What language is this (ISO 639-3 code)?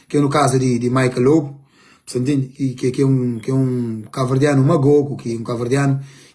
kea